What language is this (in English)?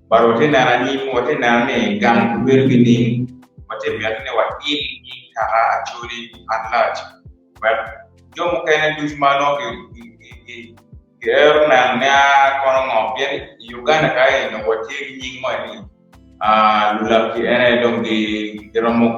Acoli